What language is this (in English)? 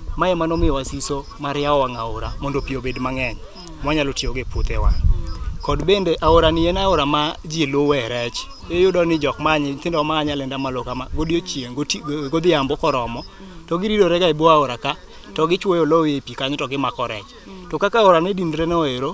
Luo (Kenya and Tanzania)